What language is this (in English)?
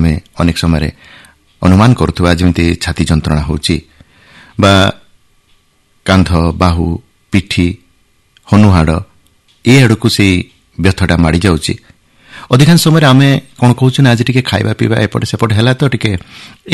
Odia